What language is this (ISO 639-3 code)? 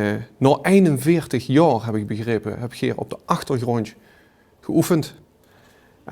lim